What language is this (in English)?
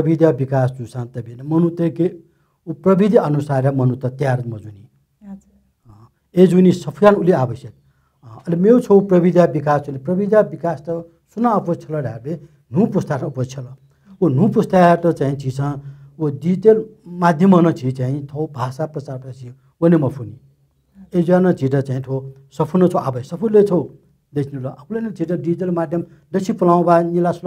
Newari